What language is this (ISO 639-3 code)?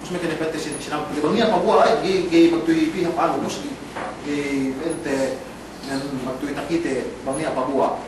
yka